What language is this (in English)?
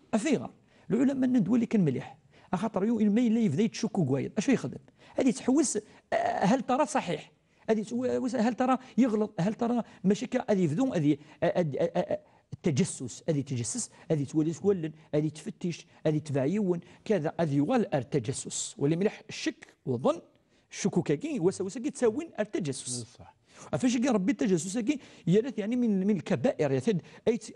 Kabyle